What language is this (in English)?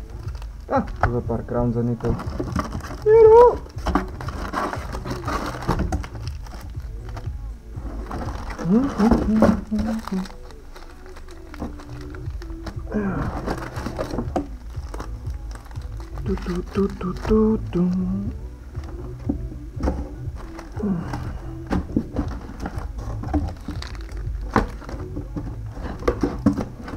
Slovak